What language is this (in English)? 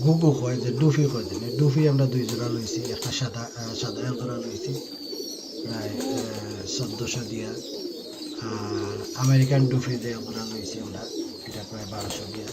Sylheti